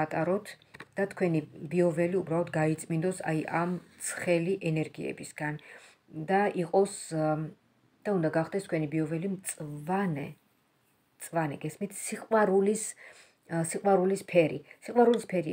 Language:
Georgian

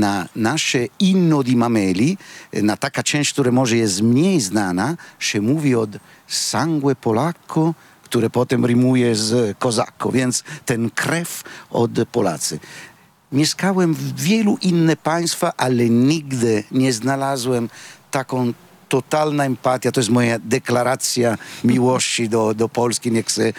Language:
Polish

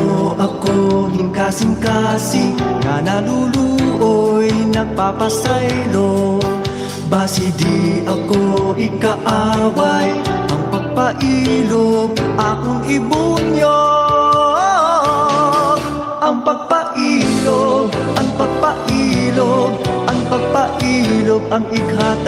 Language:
Waray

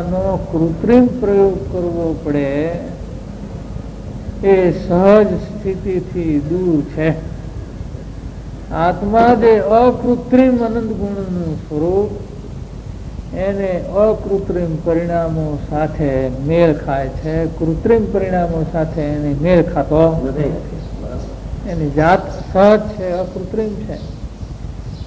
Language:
Gujarati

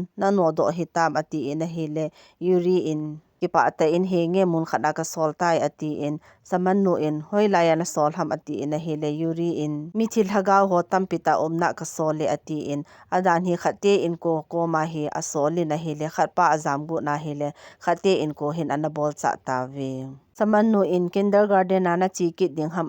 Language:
Thado Chin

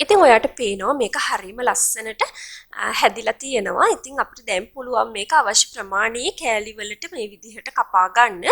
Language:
Sinhala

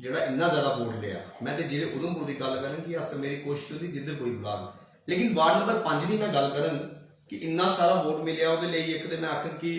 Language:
Dogri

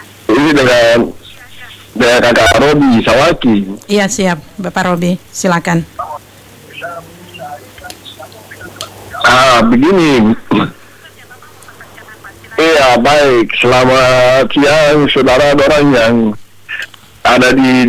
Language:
Indonesian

